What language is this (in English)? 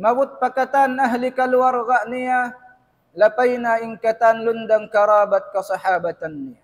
Tausug